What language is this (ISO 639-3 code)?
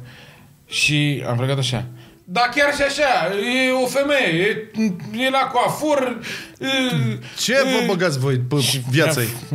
ron